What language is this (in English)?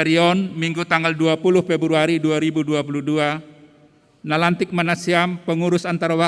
Batak Simalungun